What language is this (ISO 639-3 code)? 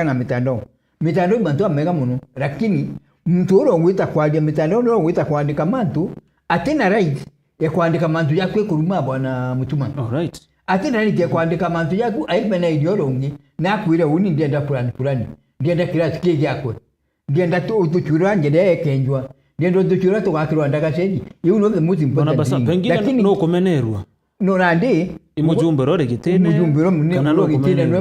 mer